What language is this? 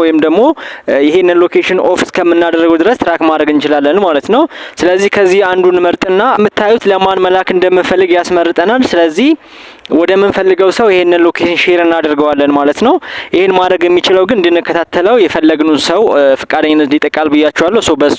Amharic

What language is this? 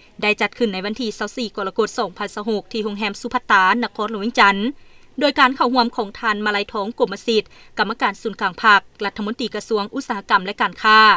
Lao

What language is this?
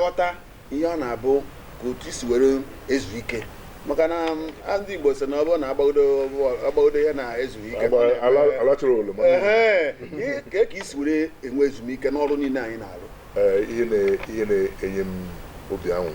Igbo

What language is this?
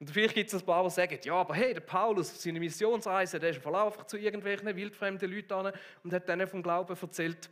Swiss German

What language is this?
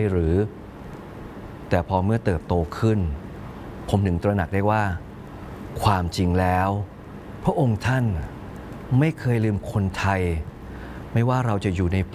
Thai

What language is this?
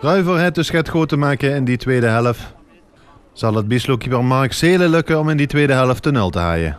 Limburgish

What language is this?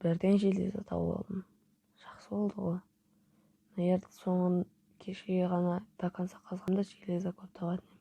Kazakh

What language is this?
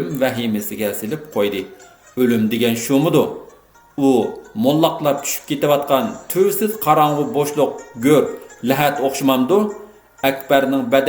Uyghur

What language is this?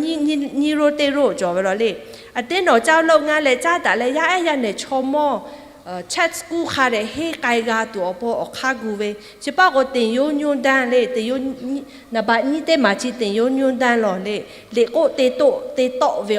Lahu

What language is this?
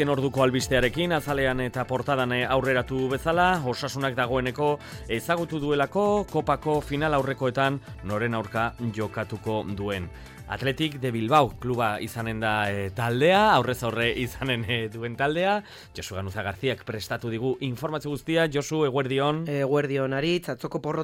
Basque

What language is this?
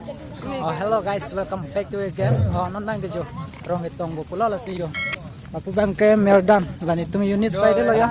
Karbi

